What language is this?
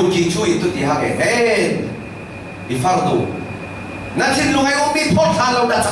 Falam Chin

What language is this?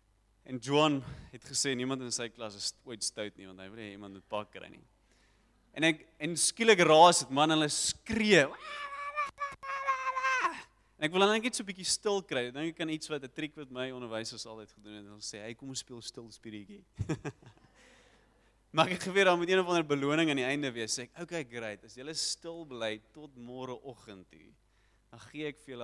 Afrikaans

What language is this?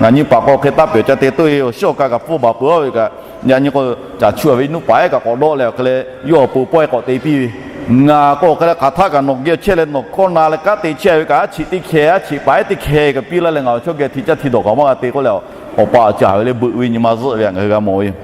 Lahu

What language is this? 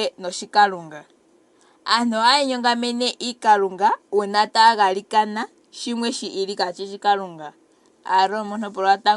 Ndonga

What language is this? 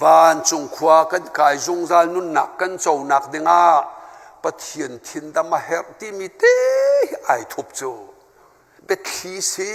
Hakha Chin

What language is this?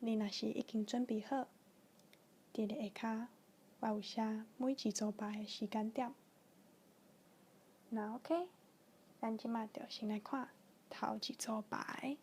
Min Nan Chinese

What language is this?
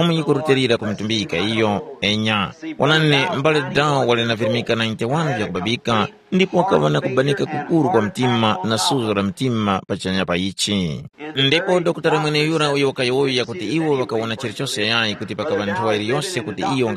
Tumbuka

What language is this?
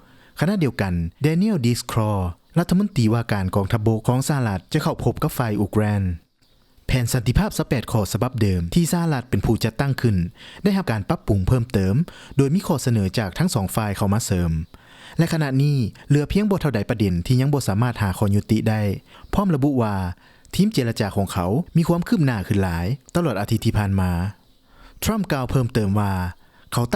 Lao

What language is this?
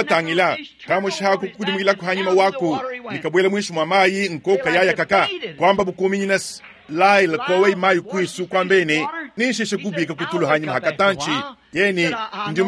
Luba-Lulua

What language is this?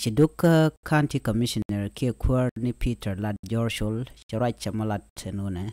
Nuer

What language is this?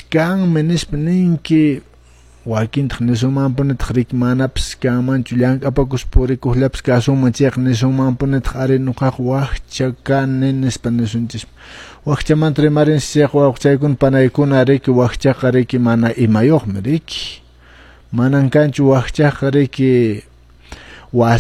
Quechua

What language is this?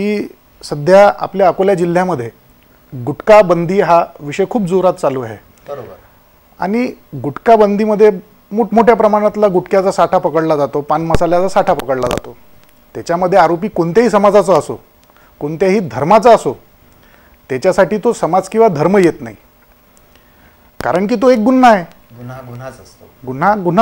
Marathi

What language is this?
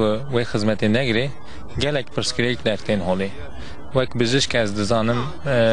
Kurdish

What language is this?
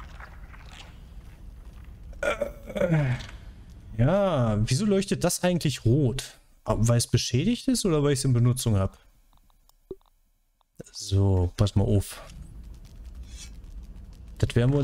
German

